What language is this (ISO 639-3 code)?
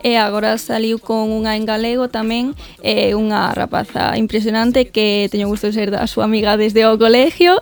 glg